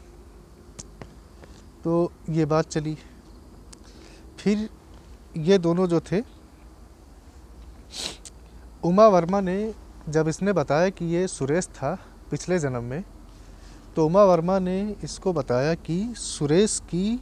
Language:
Hindi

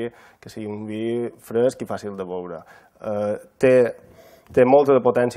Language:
Catalan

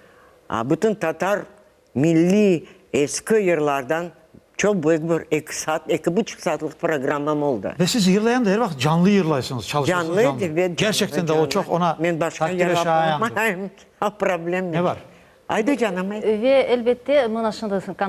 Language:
Crimean Tatar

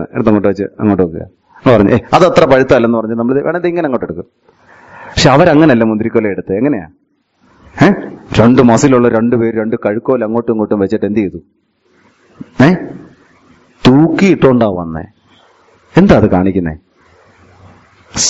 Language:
Malayalam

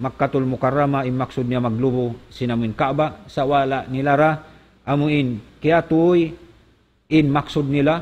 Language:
Tausug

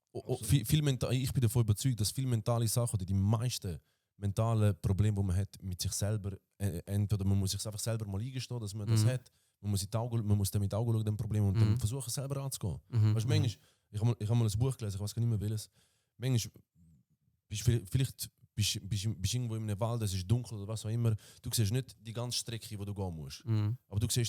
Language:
Swiss German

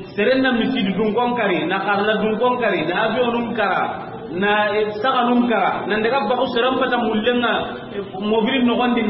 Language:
Soninke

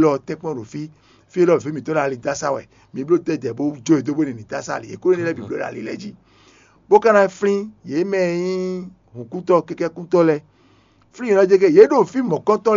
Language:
Fon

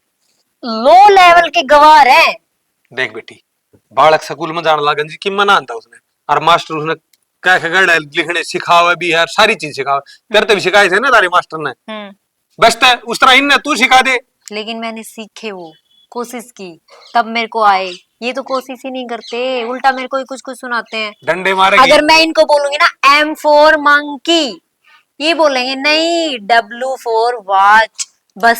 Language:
Haryanvi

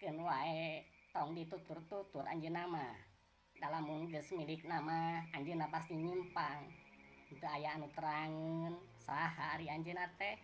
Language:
Sundanese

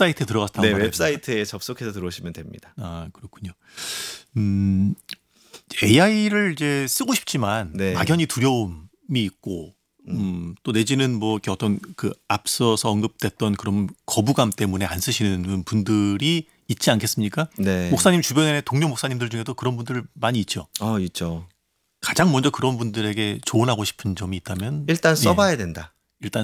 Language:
Korean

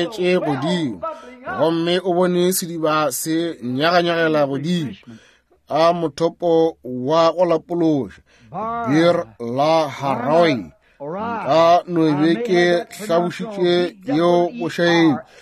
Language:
Northern Sotho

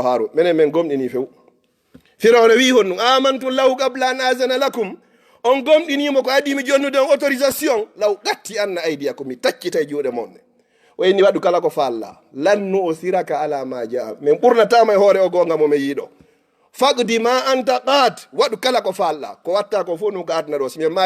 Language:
Fula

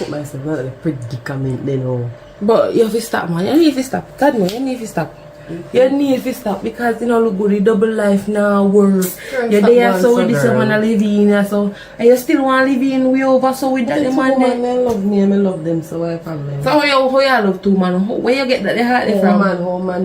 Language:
Jamaican Creole English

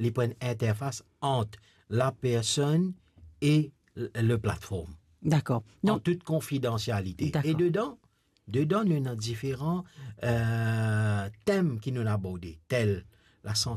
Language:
Morisyen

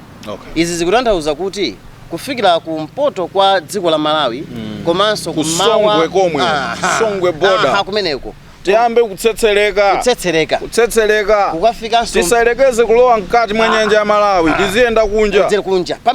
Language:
Nyanja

